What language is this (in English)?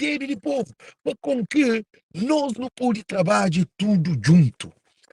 Kabuverdianu